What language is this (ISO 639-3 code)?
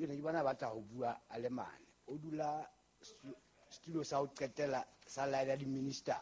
sot